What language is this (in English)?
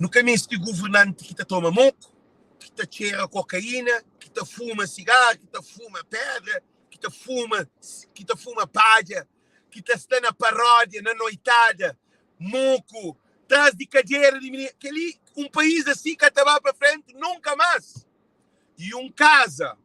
Kabuverdianu